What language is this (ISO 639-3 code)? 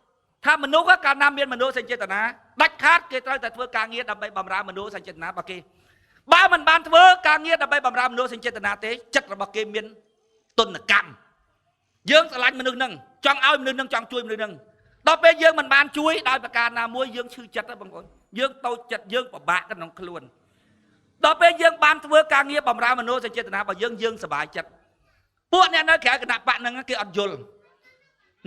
khm